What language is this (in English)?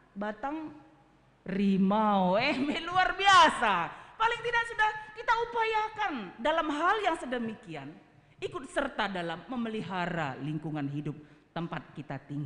Batak Karo